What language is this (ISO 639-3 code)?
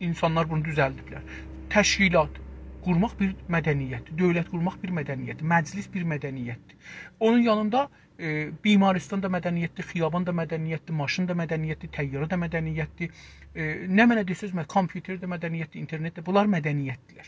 azb